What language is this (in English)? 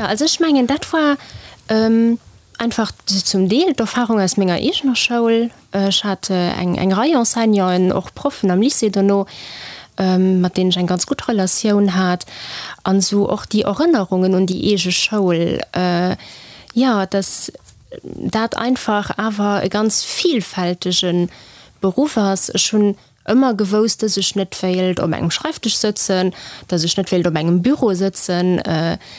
Luxembourgish